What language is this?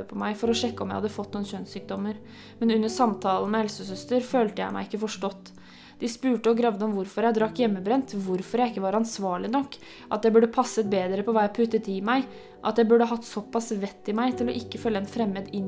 Norwegian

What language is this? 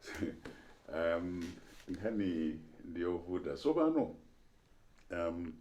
Nyanja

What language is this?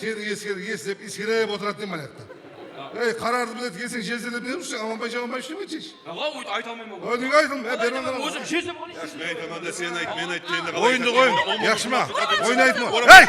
Kara-Kalpak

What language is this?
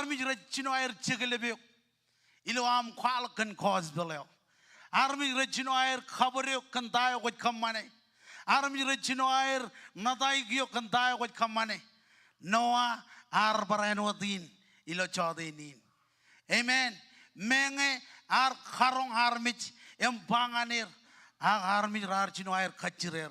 Marshallese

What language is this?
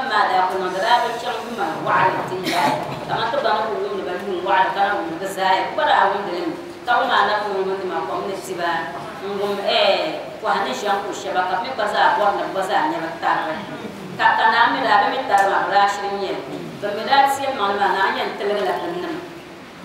Dagbani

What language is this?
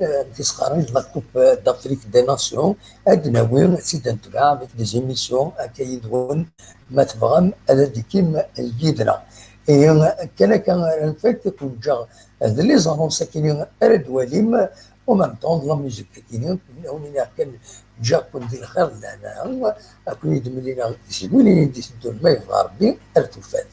Kabyle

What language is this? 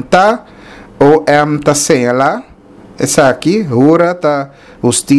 Papiamento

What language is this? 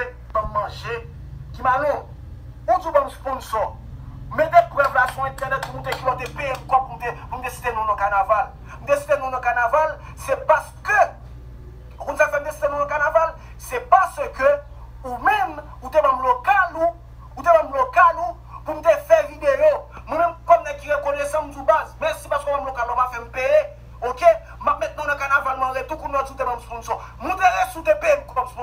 Haitian Creole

